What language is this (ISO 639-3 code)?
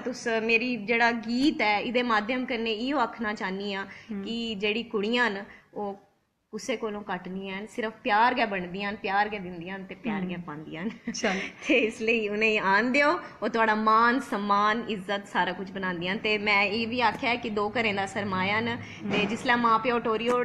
doi